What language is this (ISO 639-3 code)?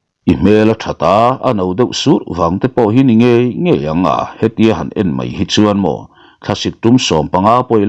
lus